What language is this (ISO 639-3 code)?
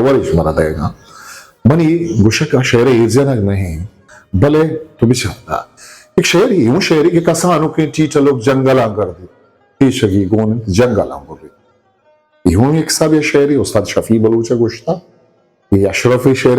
bgp